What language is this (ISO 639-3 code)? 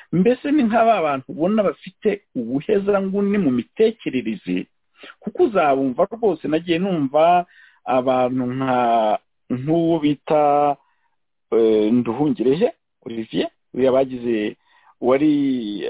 kin